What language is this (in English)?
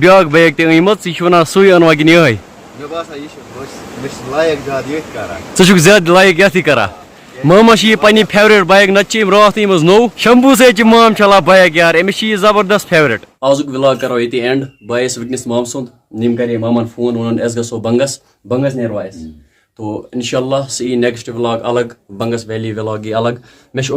Kashmiri